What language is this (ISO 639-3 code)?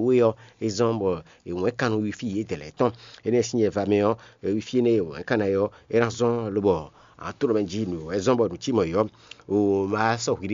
fon